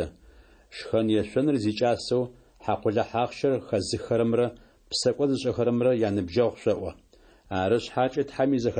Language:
Adyghe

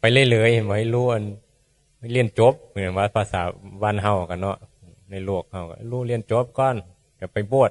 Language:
Northeastern Thai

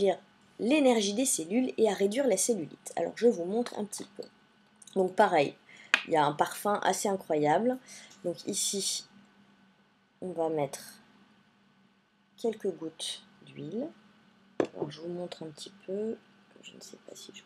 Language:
French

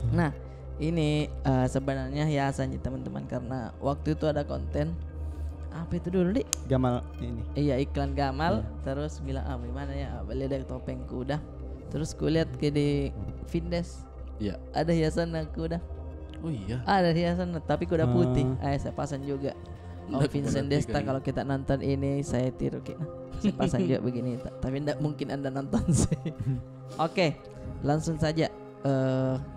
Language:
Makassar Malay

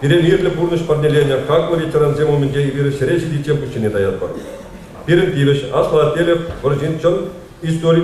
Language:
Chuvash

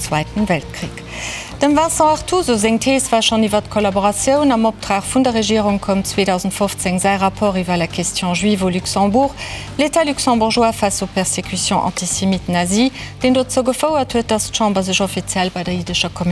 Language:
Luxembourgish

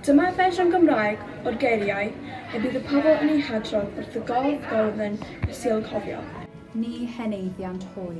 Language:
Welsh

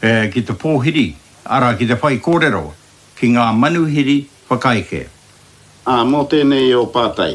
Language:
Māori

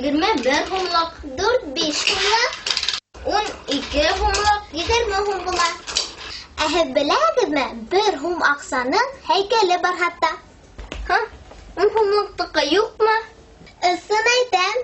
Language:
Bashkir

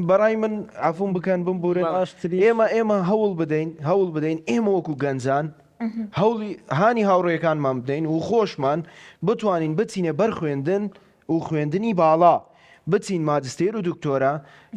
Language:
Central Kurdish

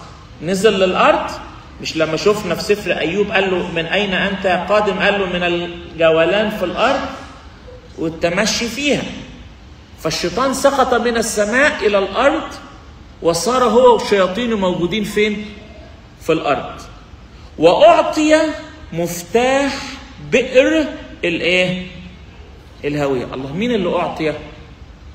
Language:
Egyptian Arabic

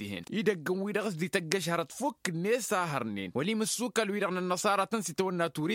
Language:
Tamasheq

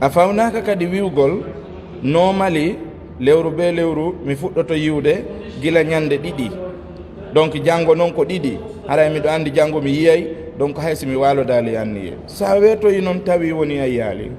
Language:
Fula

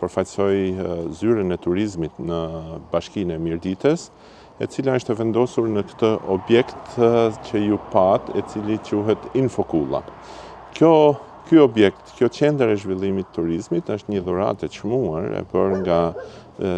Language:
Albanian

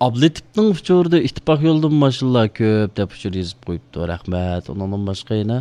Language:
Uyghur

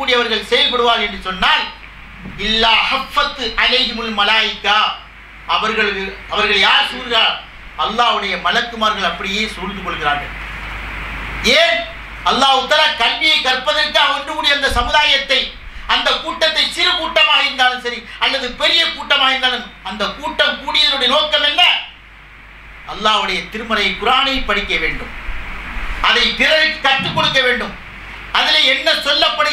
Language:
Tamil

